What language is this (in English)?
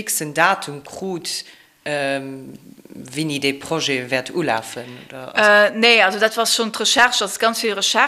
Luxembourgish